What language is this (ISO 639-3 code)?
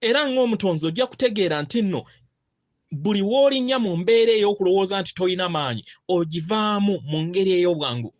lug